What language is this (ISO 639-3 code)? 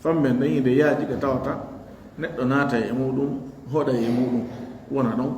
ful